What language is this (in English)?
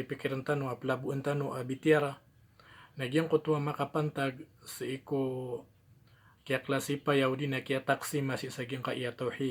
Maranao